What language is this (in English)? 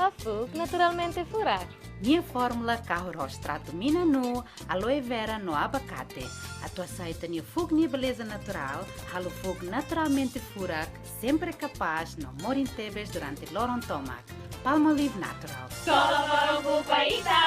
Tetum